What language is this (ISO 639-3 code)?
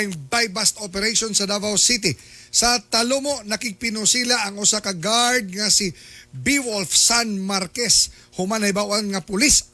ceb